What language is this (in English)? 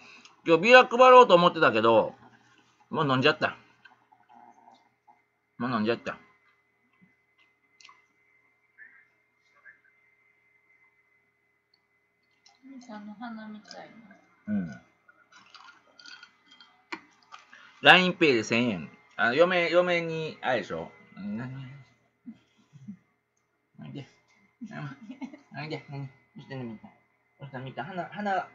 Japanese